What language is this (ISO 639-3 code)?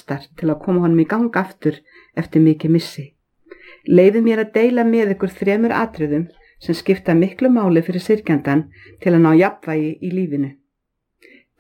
isl